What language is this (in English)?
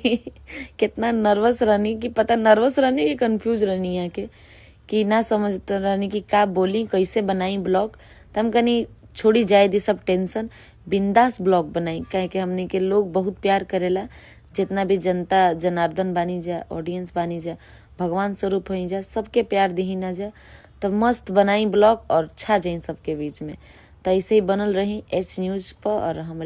Bhojpuri